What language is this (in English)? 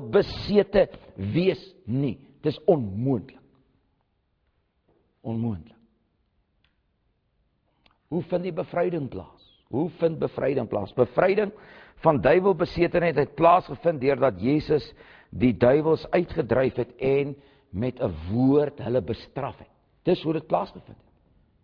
Afrikaans